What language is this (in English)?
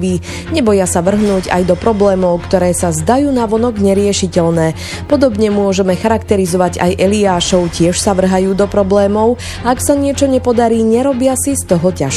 Slovak